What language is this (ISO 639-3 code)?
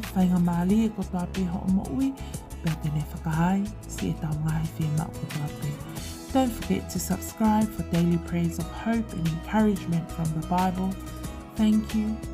ton